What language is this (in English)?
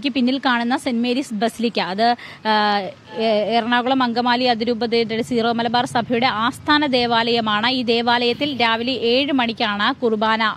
Malayalam